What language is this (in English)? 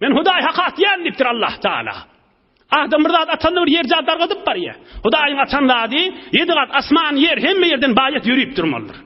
Turkmen